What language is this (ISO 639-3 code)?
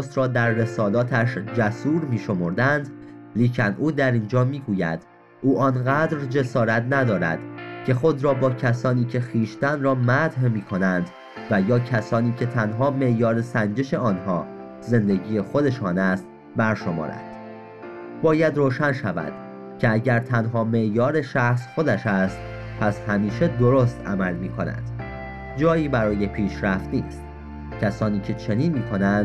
fas